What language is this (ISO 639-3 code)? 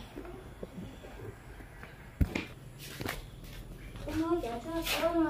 vie